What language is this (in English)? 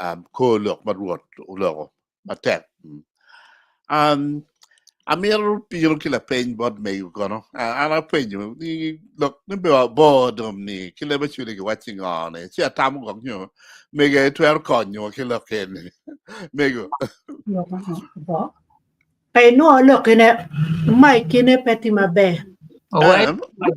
Acoli